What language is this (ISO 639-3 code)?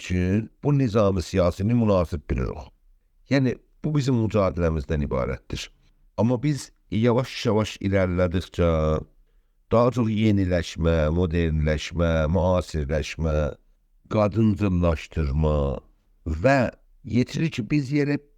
azb